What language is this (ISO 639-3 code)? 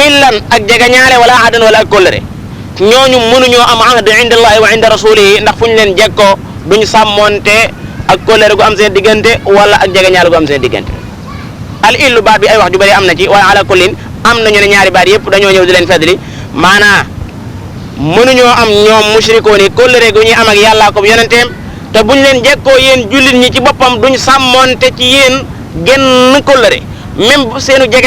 wol